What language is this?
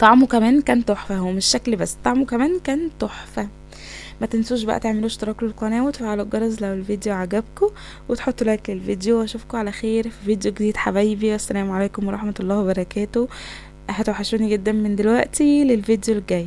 Egyptian Arabic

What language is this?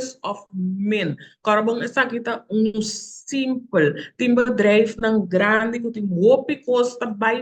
Papiamento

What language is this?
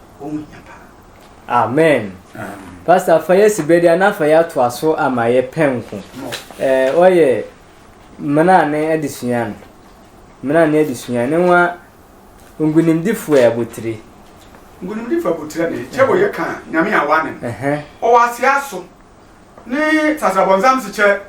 Sehwi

